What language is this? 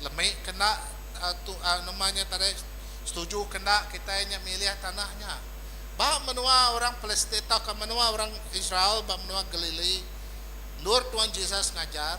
Iban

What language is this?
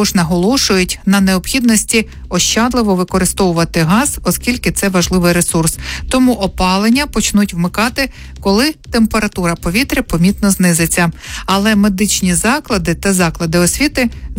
Ukrainian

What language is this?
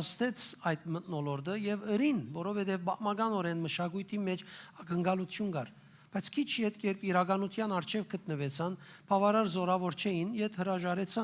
Western Armenian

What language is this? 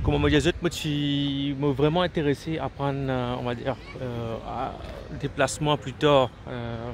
Morisyen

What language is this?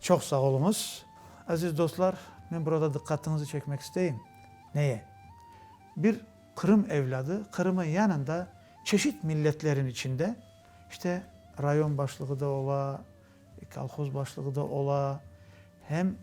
Crimean Tatar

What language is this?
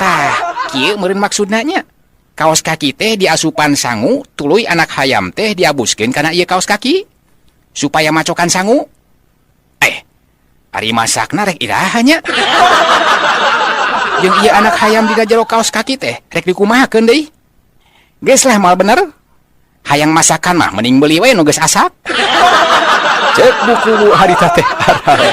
Sundanese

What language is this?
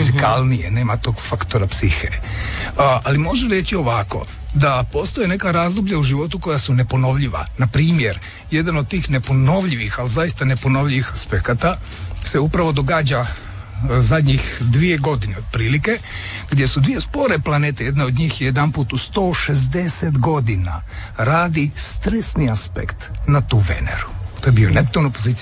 Croatian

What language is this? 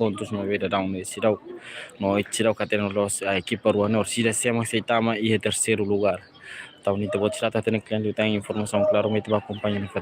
Tetum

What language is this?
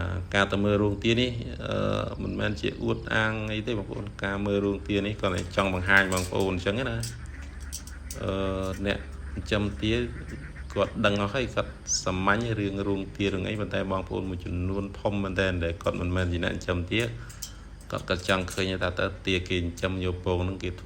Khmer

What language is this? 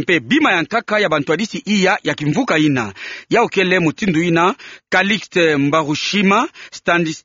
Kituba (Democratic Republic of Congo)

